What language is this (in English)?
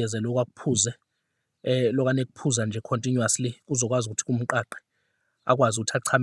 Zulu